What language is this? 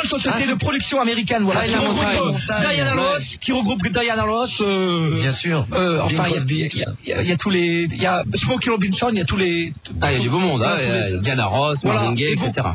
French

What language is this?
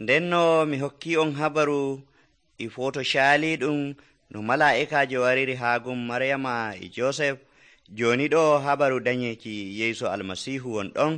Nigerian Fulfulde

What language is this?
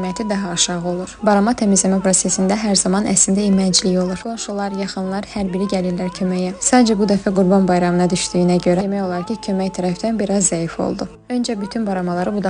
Azerbaijani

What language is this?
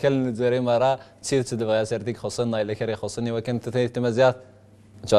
Kabyle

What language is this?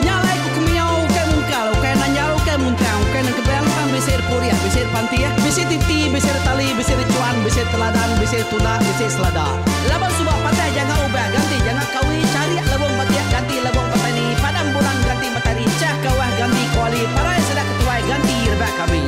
Iban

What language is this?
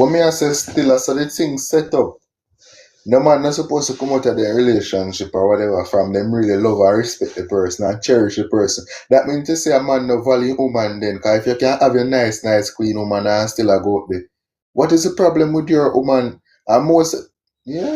Jamaican Creole English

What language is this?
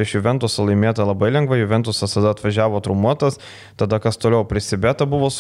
Lithuanian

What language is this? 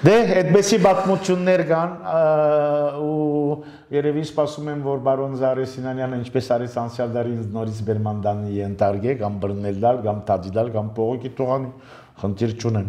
Armenian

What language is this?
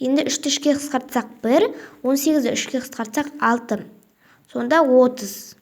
Kazakh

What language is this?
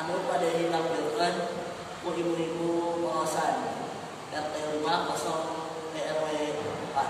Sundanese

